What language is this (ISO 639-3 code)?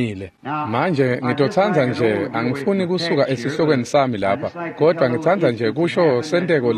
ssw